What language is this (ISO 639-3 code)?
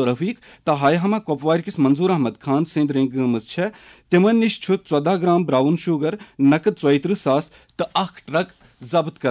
kas